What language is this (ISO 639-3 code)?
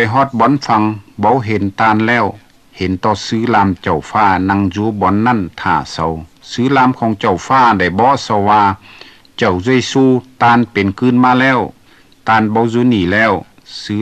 lao